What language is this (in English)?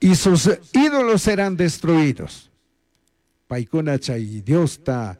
Chimborazo Highland Quichua